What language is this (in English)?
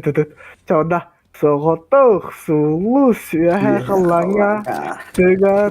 Yakut